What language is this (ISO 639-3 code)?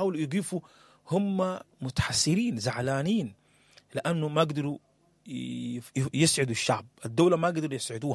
apd